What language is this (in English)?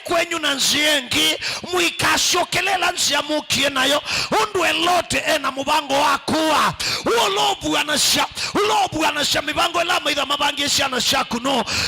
Kamba